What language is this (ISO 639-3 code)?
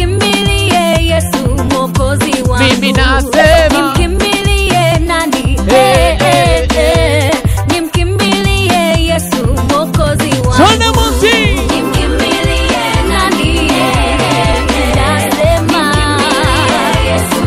swa